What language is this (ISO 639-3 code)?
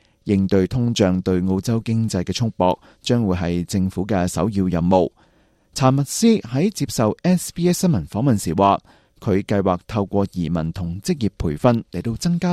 yue